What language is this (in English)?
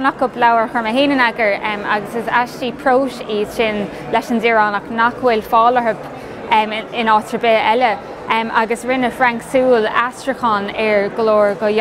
Irish